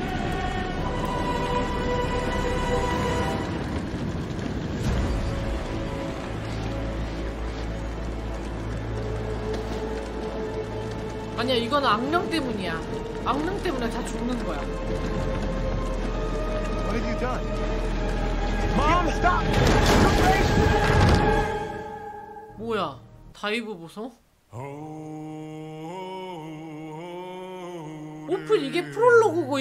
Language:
Korean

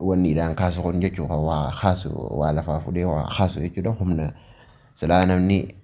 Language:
Oromo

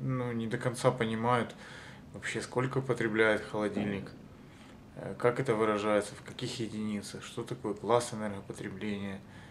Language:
Russian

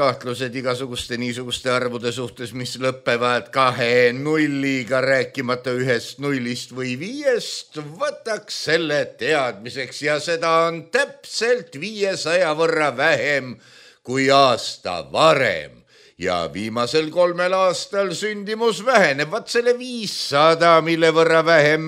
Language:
Estonian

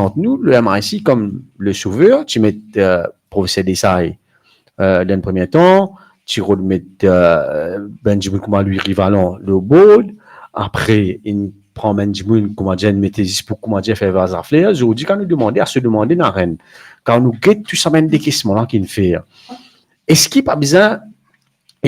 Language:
Morisyen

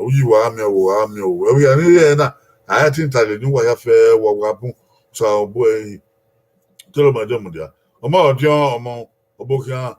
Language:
Bini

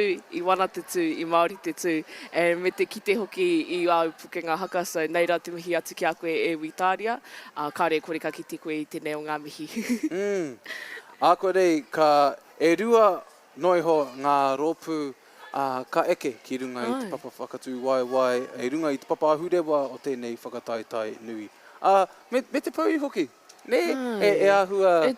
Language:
Māori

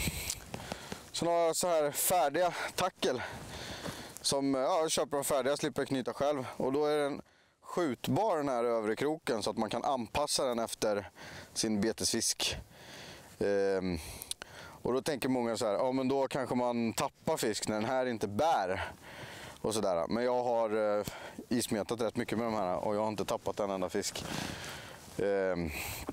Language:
Swedish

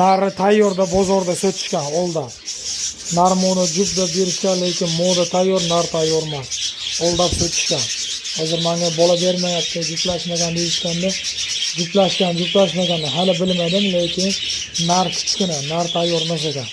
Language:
Uzbek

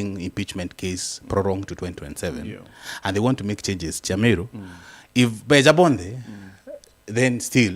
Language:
Meru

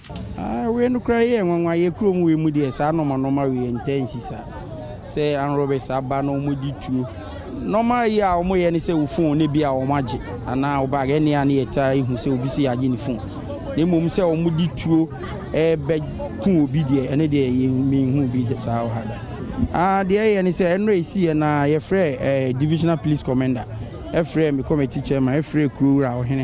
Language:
Akan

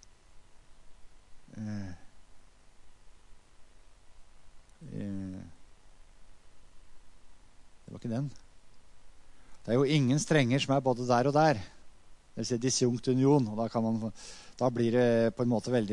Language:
Norwegian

